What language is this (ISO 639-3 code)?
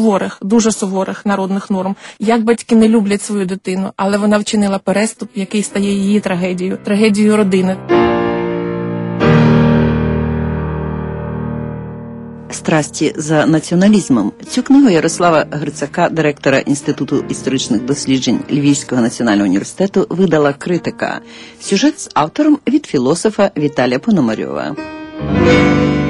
ukr